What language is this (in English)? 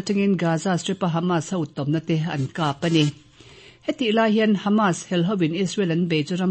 Mizo